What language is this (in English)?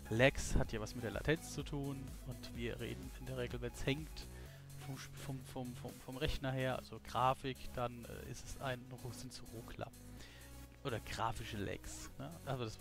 German